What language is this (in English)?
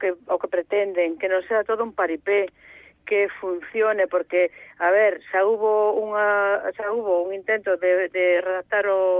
Galician